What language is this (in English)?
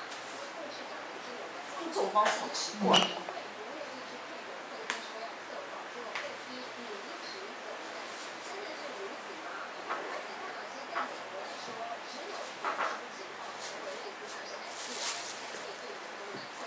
Chinese